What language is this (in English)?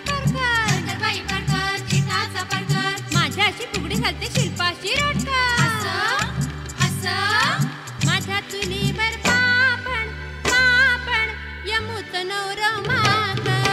Marathi